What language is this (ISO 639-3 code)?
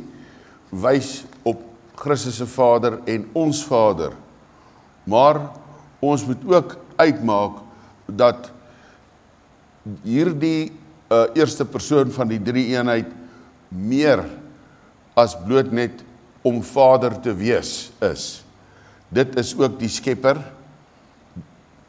afr